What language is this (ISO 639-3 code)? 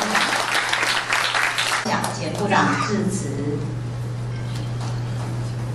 zho